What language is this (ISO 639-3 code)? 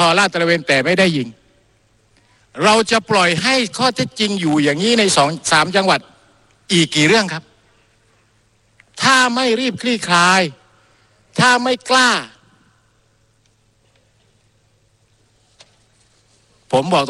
tha